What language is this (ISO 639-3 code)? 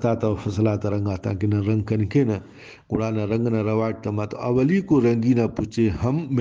brh